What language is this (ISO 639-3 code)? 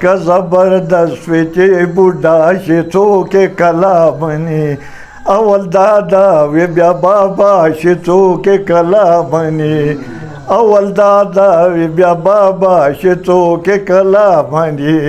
pus